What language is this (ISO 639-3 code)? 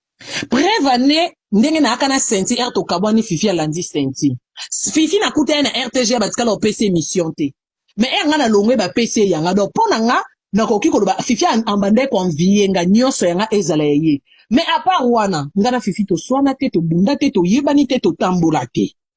lin